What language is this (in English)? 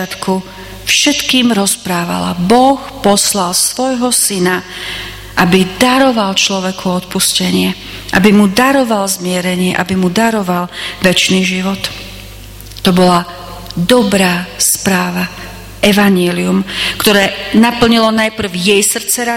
Slovak